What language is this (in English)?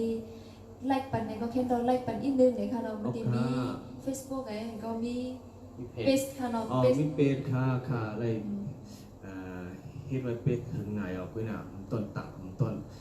Shan